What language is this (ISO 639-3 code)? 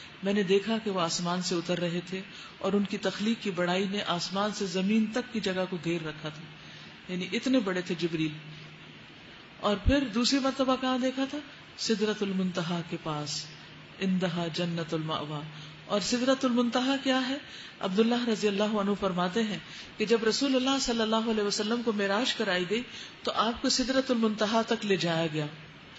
urd